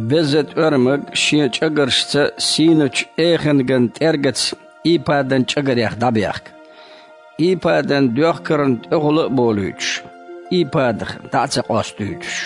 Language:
Chechen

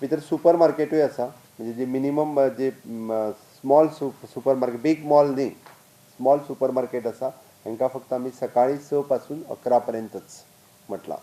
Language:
Konkani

